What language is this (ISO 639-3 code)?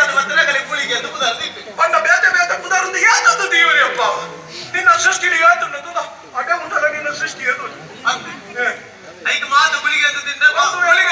tcy